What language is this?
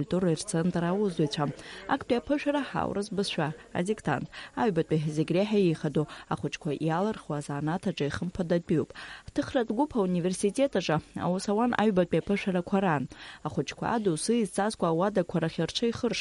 Abkhazian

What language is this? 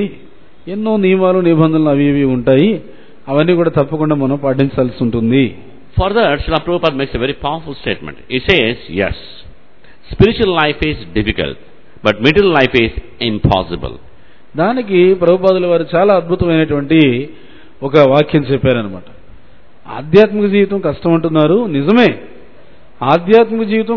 Telugu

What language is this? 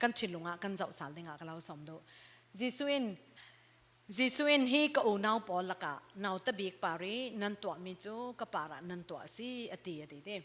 Falam Chin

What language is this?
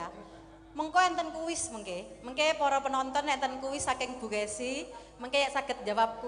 Javanese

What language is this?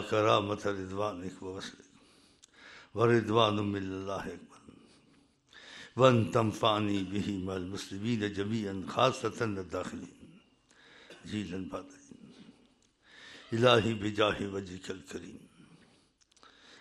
Urdu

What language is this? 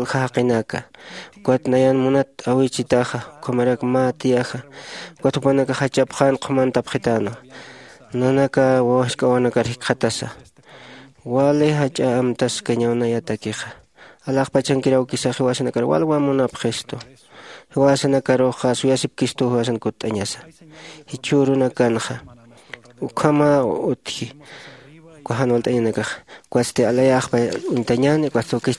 Aymara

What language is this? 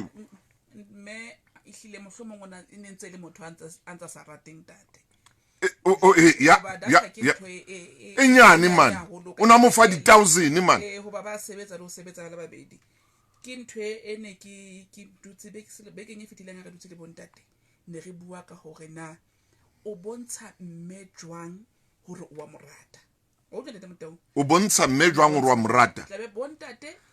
Southern Sotho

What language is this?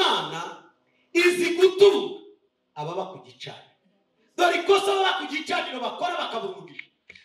Kinyarwanda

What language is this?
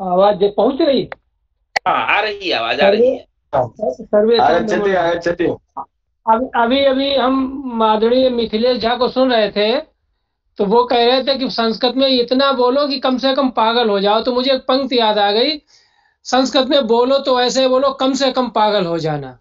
Sanskrit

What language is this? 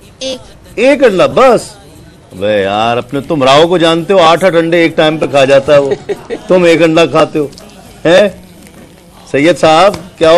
Urdu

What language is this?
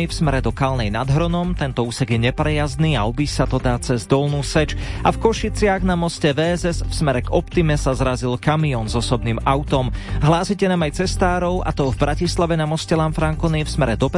Slovak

